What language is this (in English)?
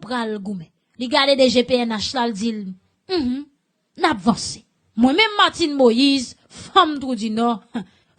Haitian Creole